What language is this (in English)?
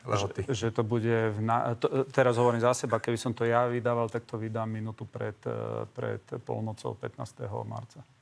Slovak